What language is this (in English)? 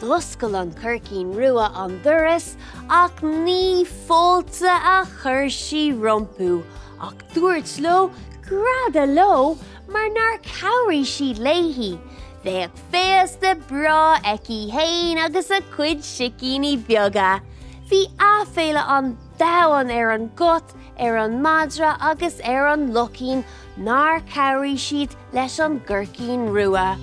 Irish